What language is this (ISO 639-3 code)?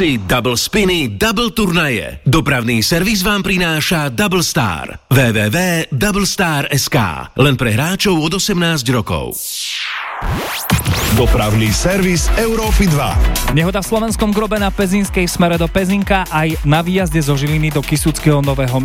slk